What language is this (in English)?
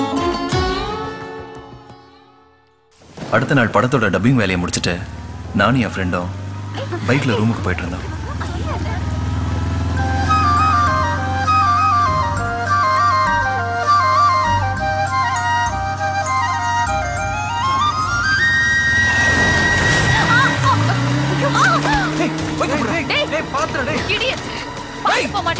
Tamil